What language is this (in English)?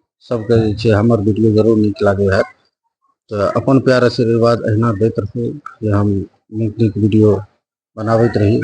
Maithili